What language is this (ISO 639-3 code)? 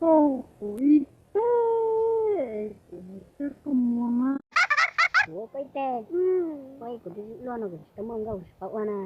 hmn